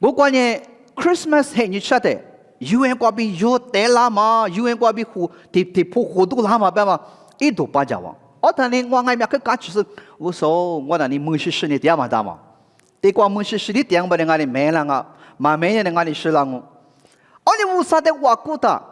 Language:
Lisu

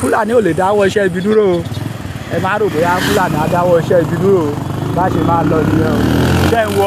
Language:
Yoruba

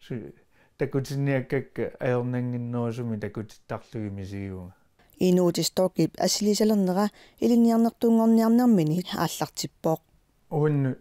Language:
Kalaallisut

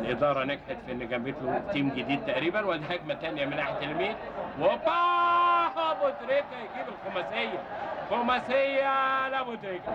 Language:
Egyptian Arabic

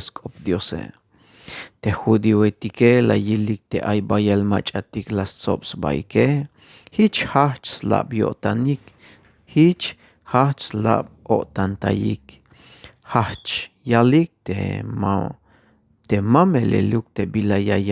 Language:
Tzeltal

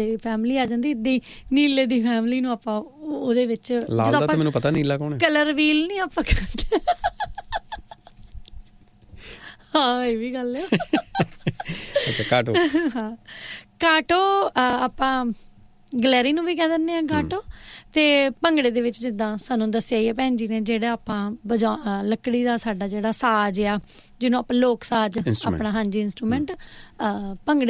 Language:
Punjabi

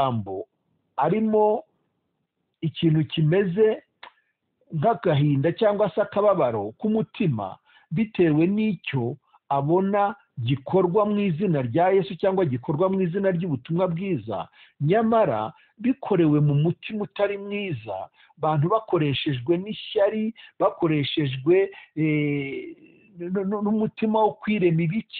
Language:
Kinyarwanda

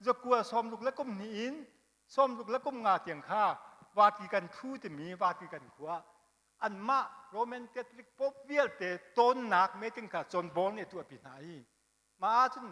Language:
Hakha Chin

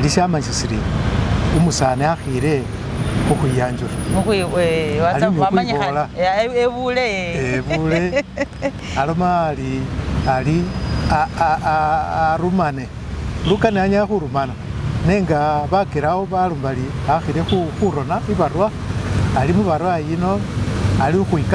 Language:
Masaaba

